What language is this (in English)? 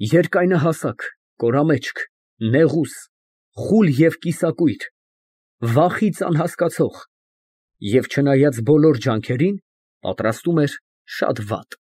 Armenian